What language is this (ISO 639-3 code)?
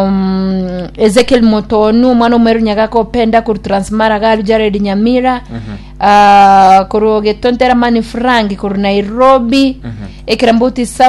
guz